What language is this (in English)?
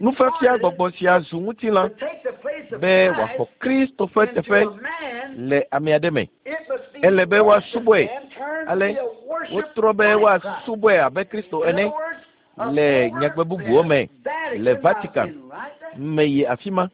Ewe